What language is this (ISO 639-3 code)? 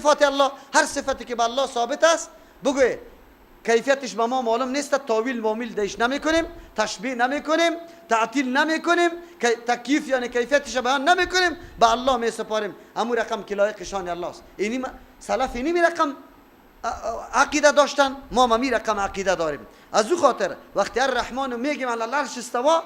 fas